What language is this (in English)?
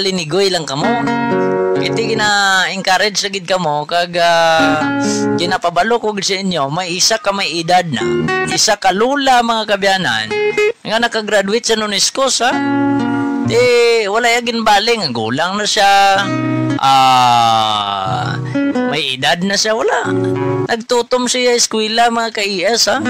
Hiligaynon